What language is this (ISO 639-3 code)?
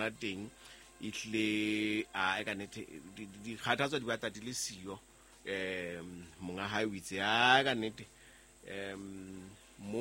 sot